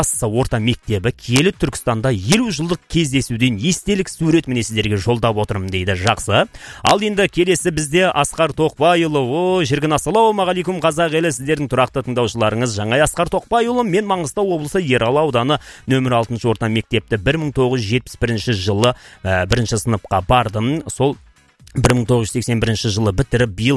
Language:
Kazakh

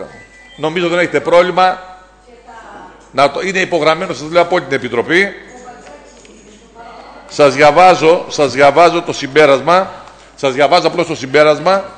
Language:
Greek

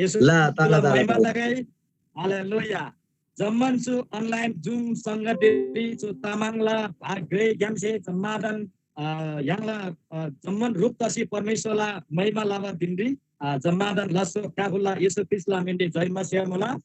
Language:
Eastern Tamang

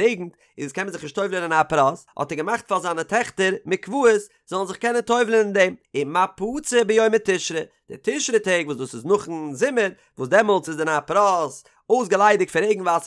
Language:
Yiddish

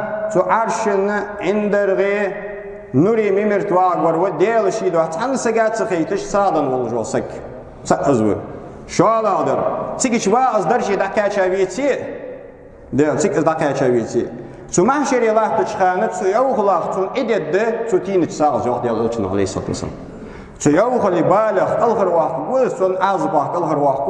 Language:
Ingush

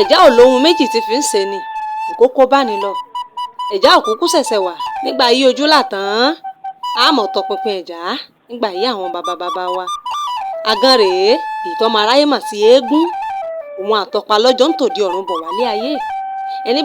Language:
Yoruba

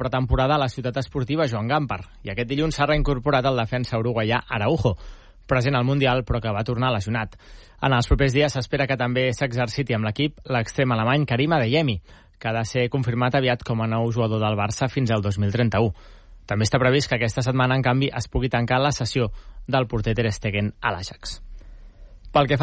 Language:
Catalan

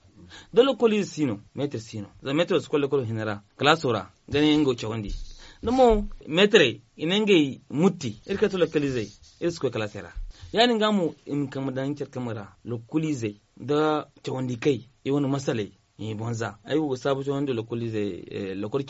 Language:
Zarma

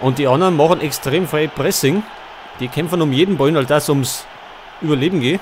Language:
Bavarian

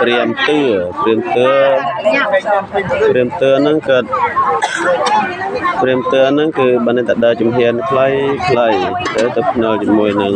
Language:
Khmer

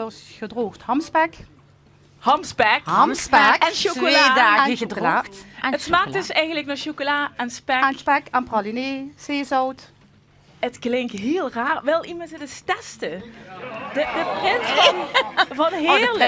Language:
Limburgish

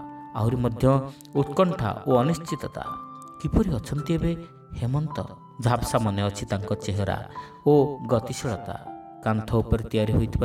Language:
Odia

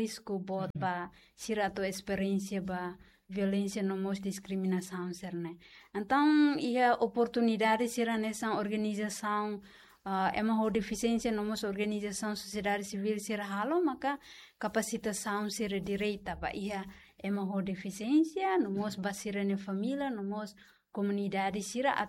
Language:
Tetum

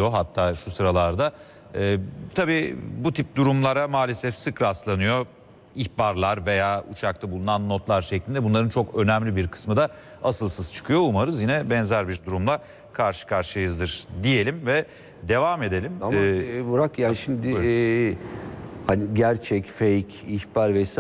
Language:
Turkish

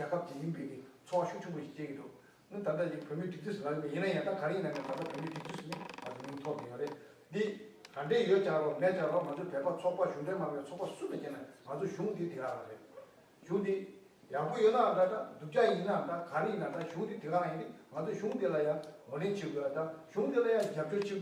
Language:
Tibetan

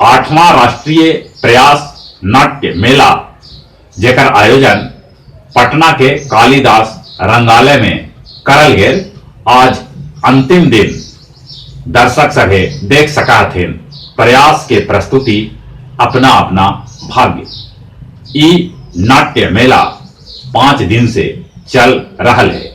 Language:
Magahi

